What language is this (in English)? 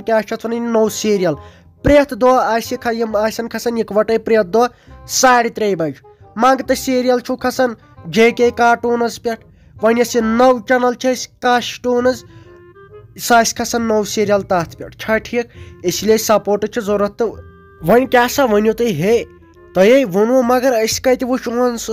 Kashmiri